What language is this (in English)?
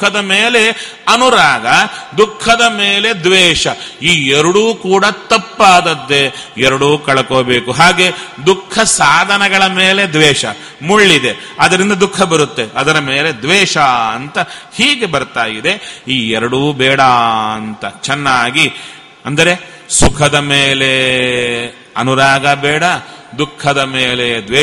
Kannada